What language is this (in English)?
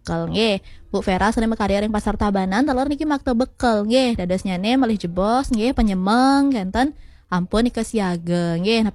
Balinese